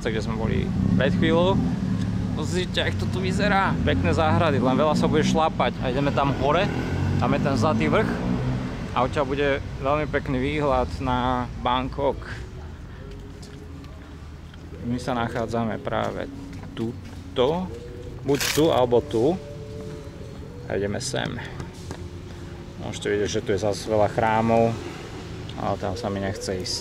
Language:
Slovak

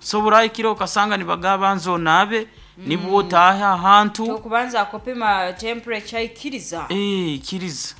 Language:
Nyankole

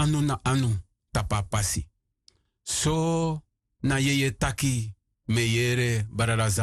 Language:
Sranan Tongo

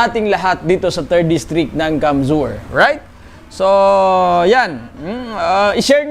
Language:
Bikol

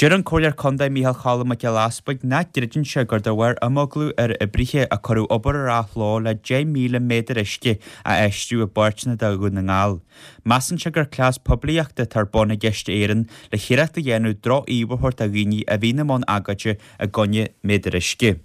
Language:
Irish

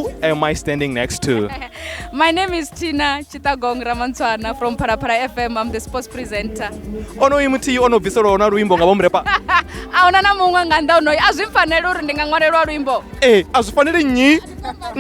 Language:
Venda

